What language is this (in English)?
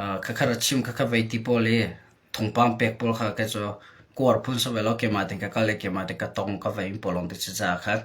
Hakha Chin